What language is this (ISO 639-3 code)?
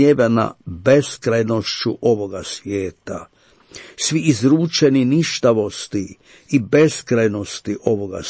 hrv